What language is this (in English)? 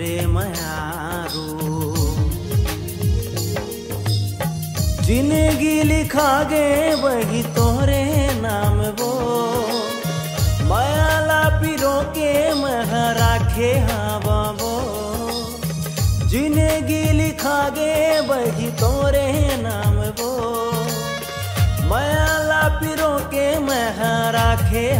Chhattisgarhi